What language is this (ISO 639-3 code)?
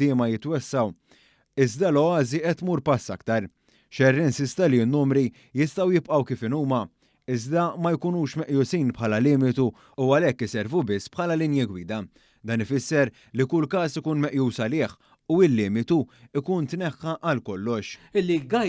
mlt